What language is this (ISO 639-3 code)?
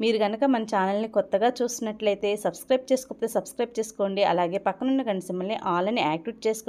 tel